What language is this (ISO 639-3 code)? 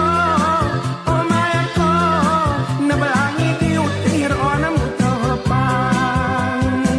gay